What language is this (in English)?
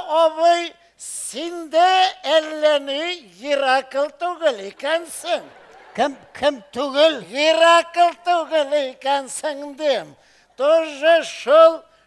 Tatar